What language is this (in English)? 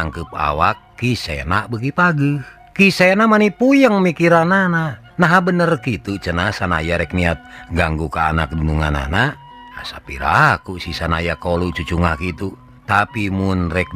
Sundanese